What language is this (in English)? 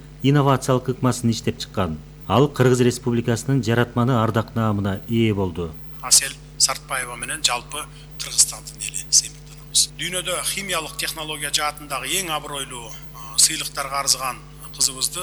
Kyrgyz